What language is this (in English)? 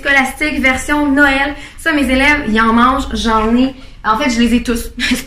French